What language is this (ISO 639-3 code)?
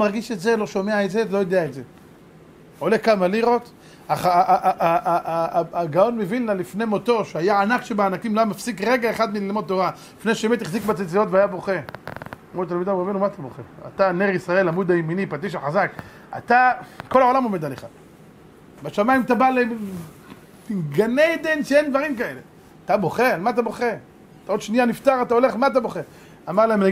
heb